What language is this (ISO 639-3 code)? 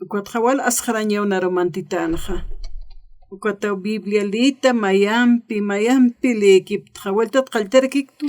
aym